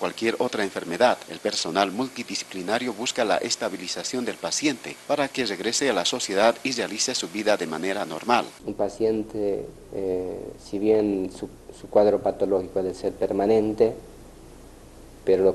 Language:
Spanish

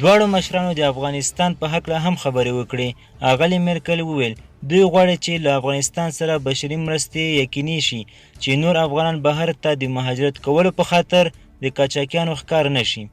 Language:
Pashto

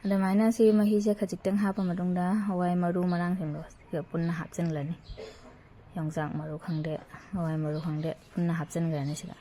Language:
Manipuri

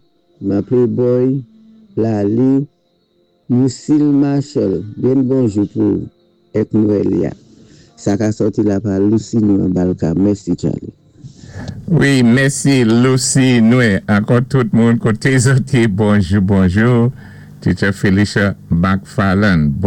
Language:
Saint Lucian Creole French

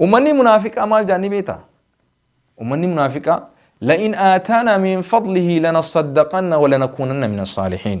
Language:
Oromo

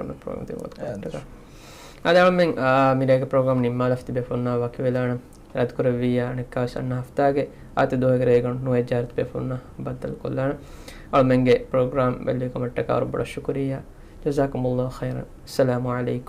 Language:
Divehi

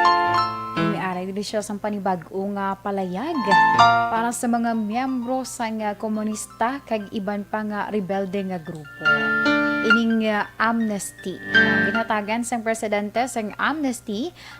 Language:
Hiligaynon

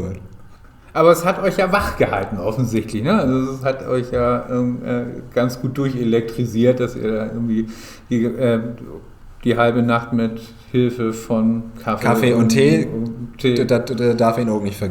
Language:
Low German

